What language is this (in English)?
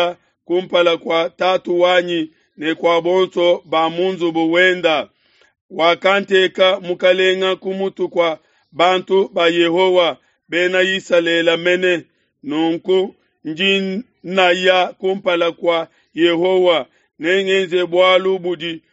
Luba-Lulua